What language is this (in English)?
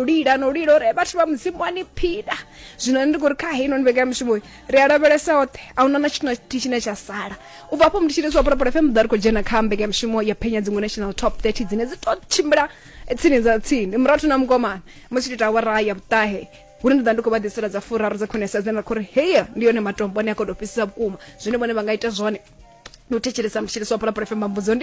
Venda